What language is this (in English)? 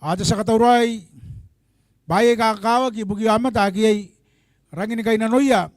Gilbertese